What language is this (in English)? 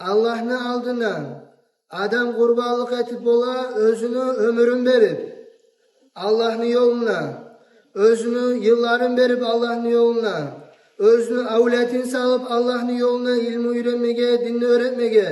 Kumyk